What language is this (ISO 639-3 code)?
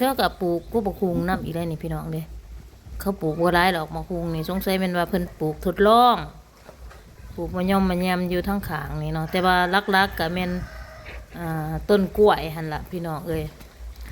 lao